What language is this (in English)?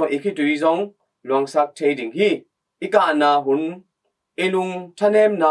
Tedim Chin